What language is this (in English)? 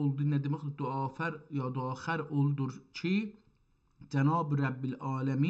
South Azerbaijani